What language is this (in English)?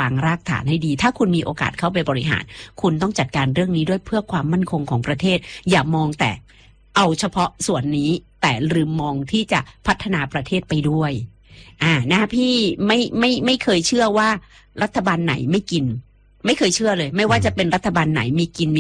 Thai